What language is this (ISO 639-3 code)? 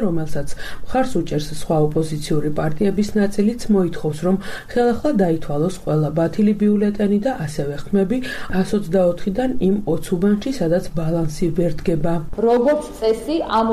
kat